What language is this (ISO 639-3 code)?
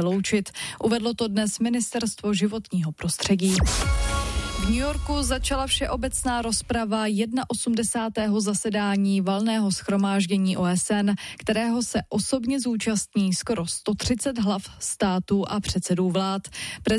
ces